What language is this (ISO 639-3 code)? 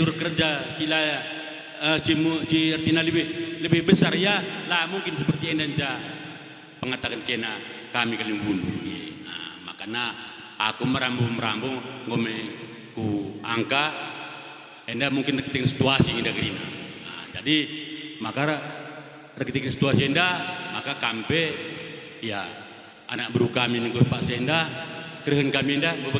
btx